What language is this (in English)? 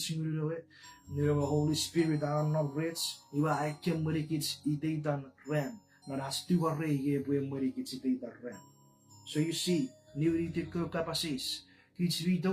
Chuukese